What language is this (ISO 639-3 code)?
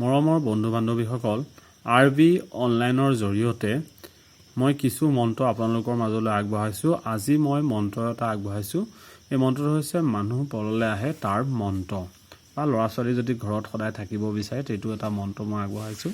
asm